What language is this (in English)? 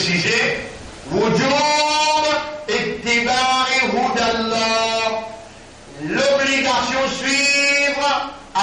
Morisyen